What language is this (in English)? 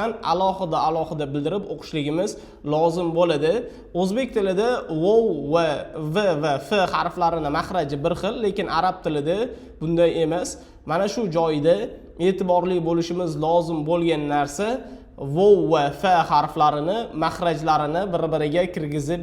Uzbek